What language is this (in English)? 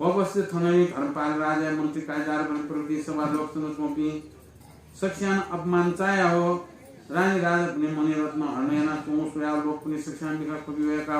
Newari